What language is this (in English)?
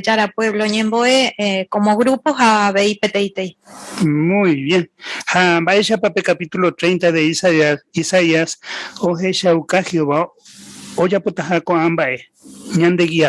Guarani